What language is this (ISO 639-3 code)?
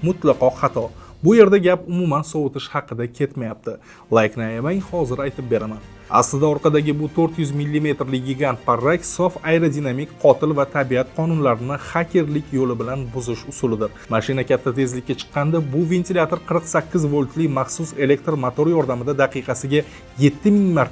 uzb